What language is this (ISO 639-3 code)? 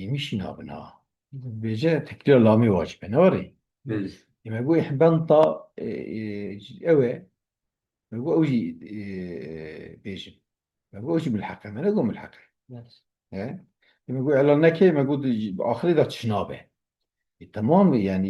kur